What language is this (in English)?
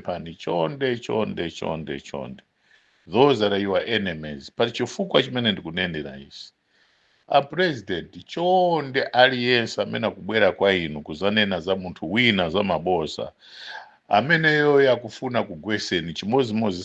Nyanja